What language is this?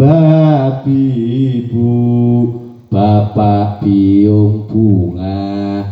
Javanese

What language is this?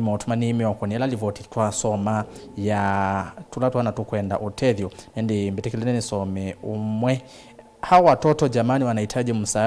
Kamba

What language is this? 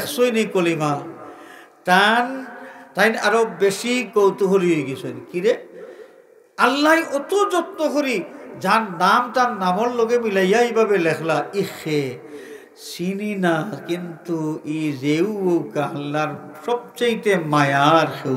Sylheti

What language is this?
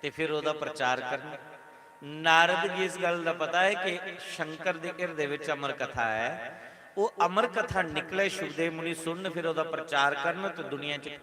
Dogri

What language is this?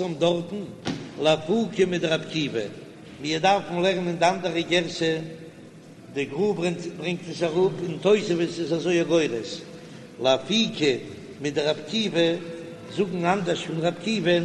Yiddish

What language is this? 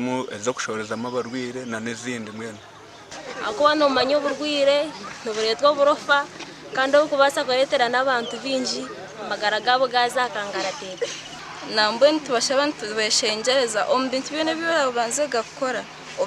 Nyankole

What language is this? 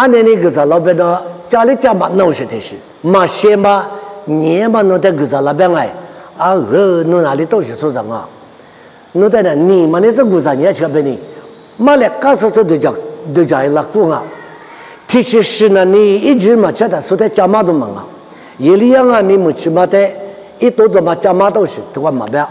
Lisu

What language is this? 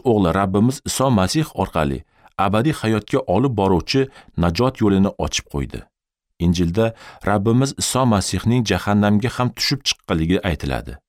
Uzbek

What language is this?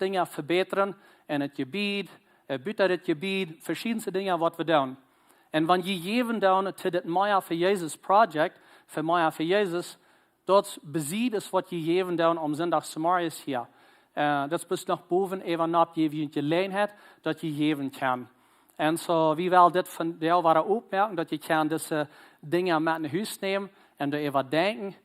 Plautdietsch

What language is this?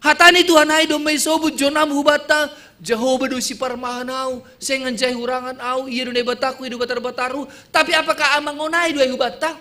Batak Simalungun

